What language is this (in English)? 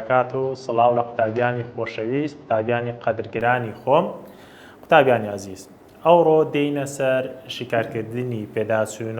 Central Kurdish